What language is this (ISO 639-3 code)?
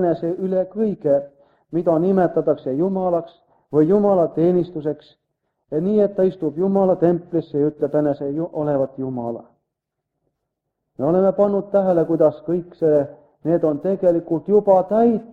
est